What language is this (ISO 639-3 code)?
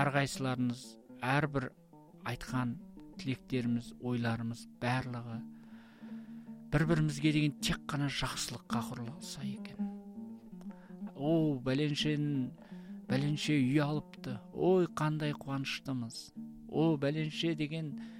kaz